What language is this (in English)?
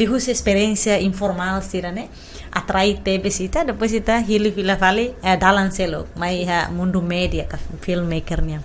Tetum